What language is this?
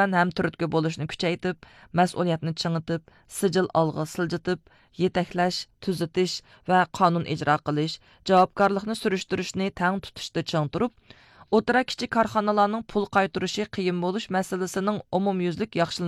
Uyghur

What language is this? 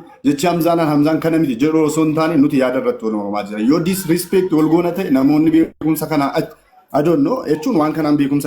Oromo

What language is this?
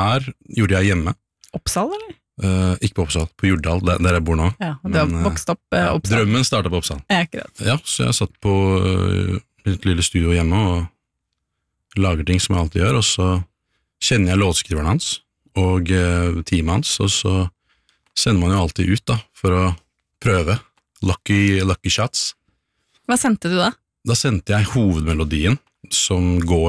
Norwegian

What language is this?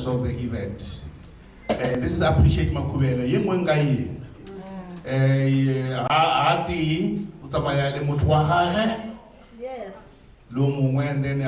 Northern Sotho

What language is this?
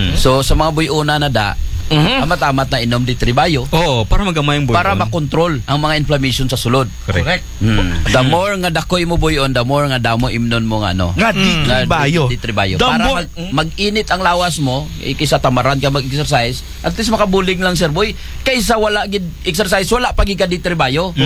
Aklanon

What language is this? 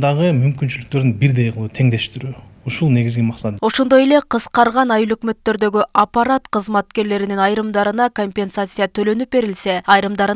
Kyrgyz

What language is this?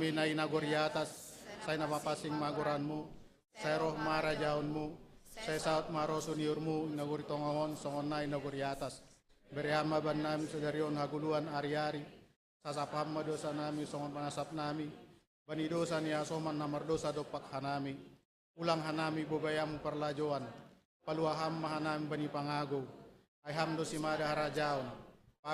Batak Simalungun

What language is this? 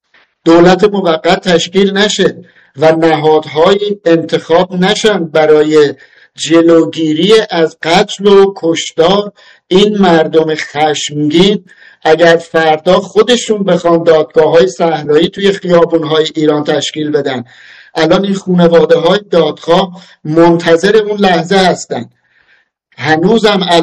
Persian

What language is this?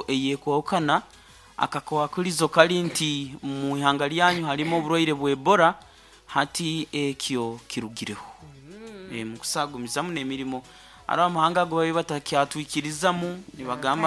Nyoro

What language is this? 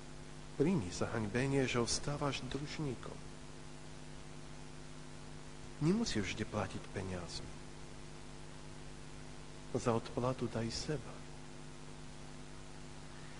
Slovak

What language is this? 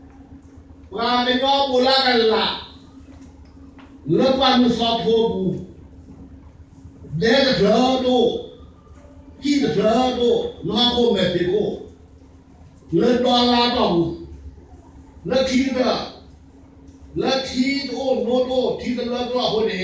S'gaw Karen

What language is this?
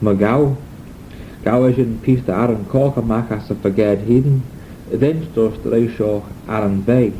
Manx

